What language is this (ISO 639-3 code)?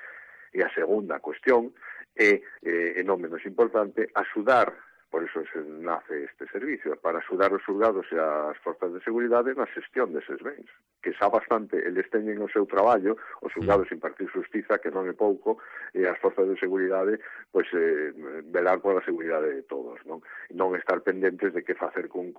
glg